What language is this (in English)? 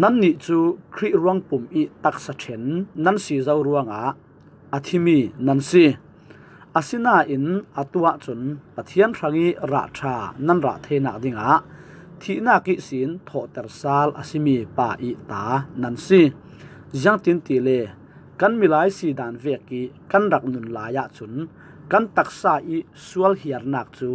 Falam Chin